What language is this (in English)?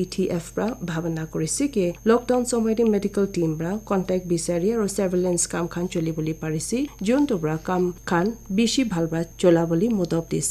Naga Pidgin